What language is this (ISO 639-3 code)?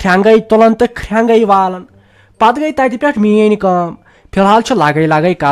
kas